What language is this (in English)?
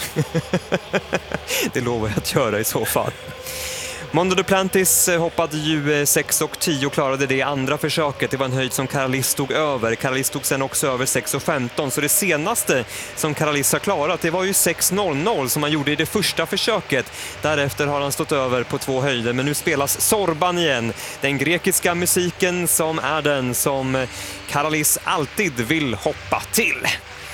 Swedish